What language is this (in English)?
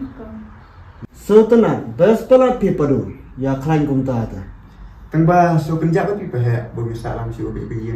Khasi